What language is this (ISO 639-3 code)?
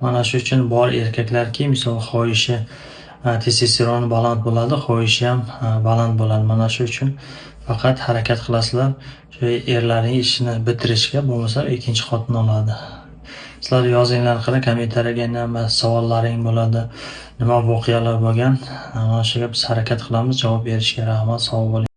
uzb